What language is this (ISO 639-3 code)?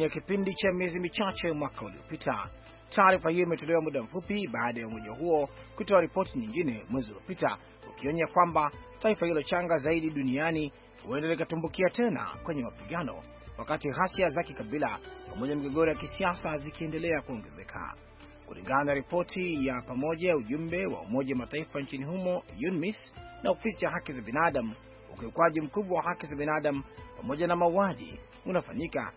swa